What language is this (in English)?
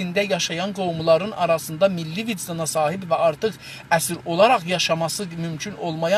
South Azerbaijani